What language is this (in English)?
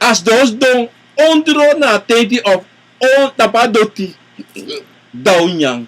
Sranan Tongo